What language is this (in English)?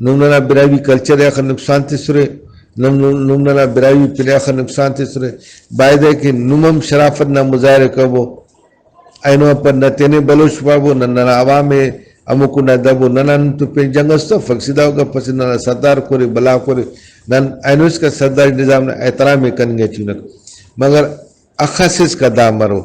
Brahui